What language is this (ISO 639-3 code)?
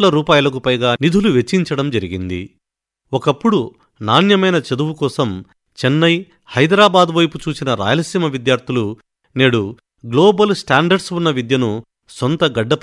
tel